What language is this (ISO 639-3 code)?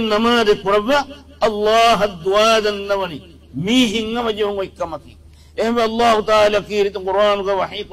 div